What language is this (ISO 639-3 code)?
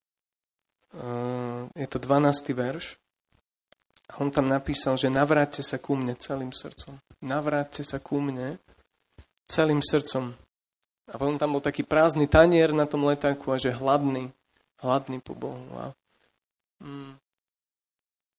slk